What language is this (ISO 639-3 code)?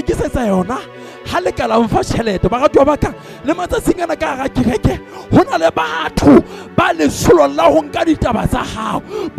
sot